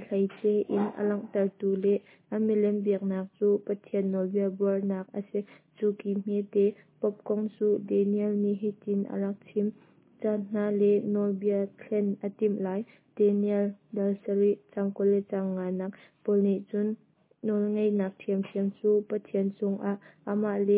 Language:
Hakha Chin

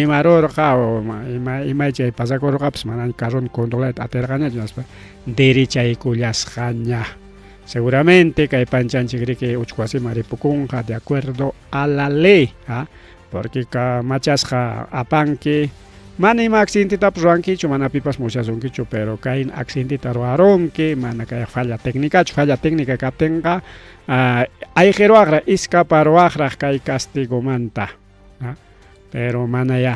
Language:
Ayacucho Quechua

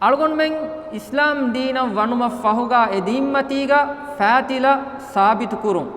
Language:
Divehi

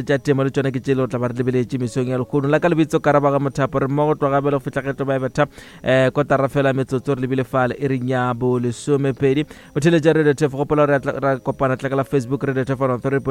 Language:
Northern Sotho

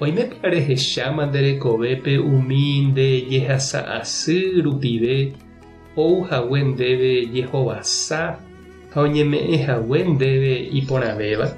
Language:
Guarani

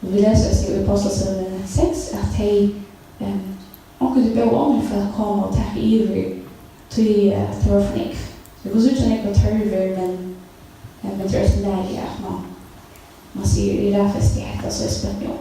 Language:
Faroese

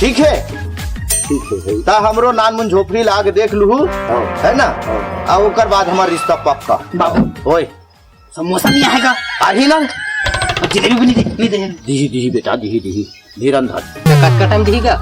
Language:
Chhattisgarhi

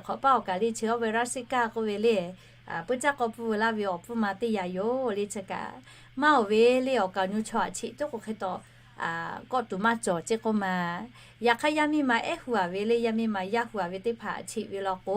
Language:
Lahu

